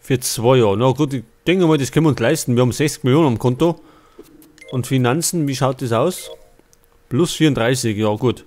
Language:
Bavarian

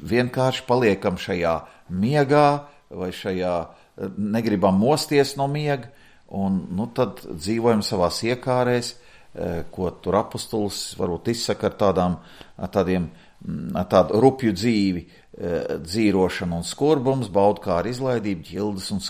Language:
Latvian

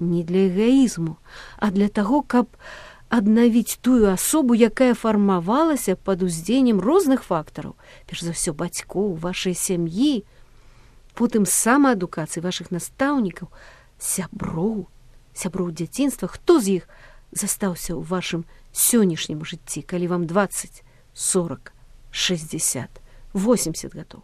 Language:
Belarusian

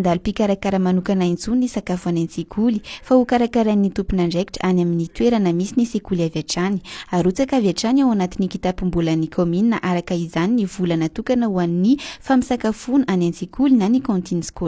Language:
Malagasy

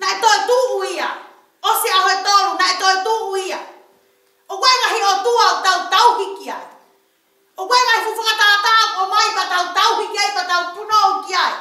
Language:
Tongan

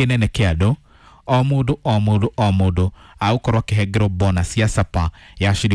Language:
Kikuyu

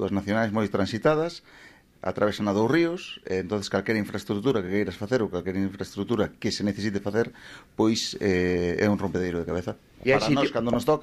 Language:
Galician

